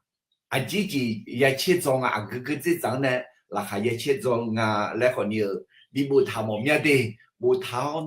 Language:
Akha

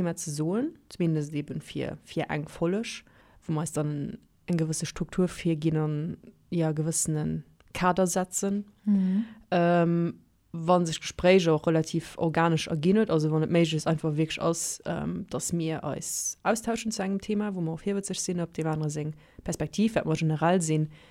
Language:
Luxembourgish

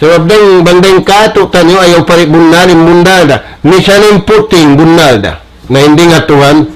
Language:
Tausug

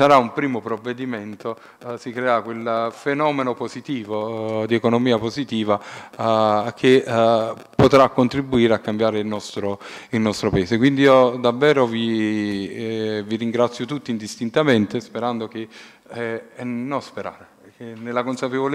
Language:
Italian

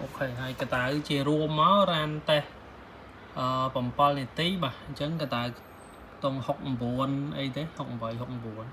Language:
Khmer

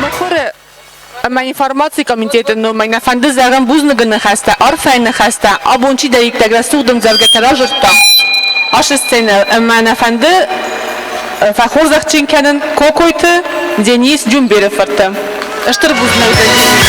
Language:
Ossetic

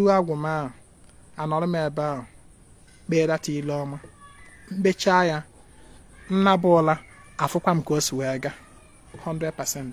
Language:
Igbo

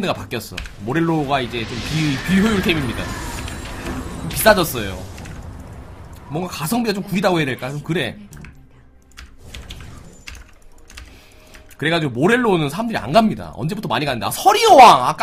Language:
Korean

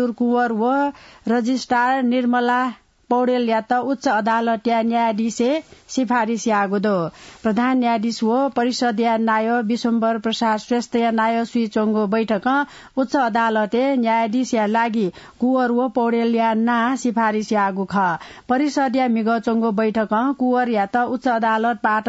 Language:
Newari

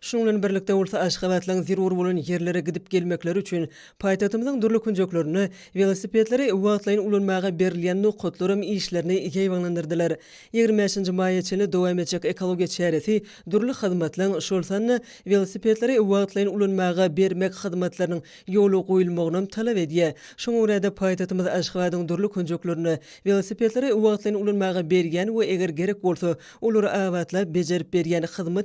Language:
Turkmen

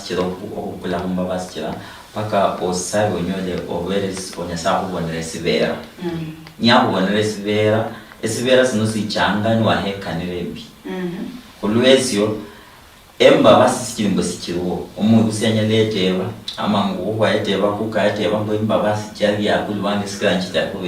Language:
Luyia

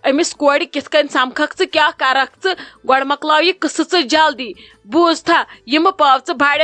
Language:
Kashmiri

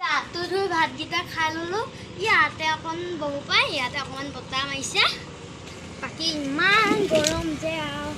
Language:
Assamese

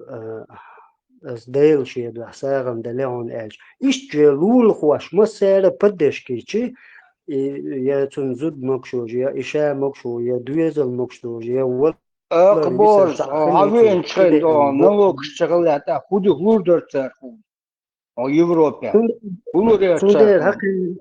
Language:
Chechen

